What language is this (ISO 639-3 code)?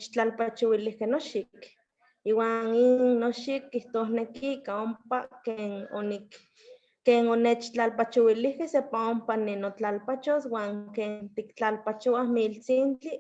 nhe